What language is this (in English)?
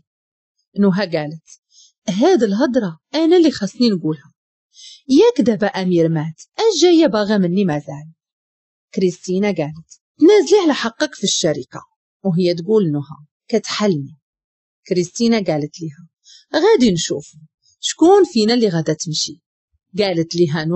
Moroccan Arabic